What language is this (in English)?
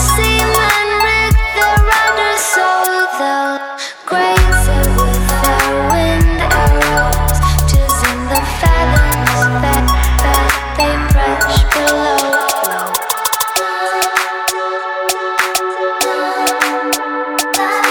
English